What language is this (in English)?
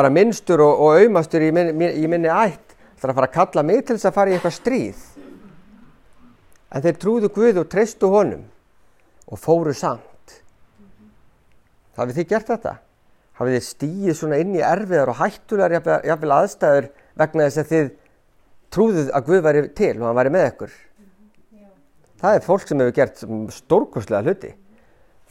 Icelandic